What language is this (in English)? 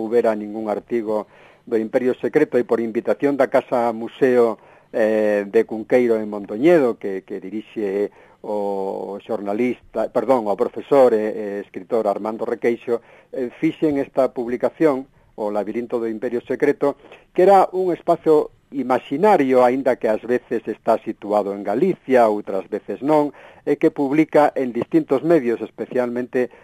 Galician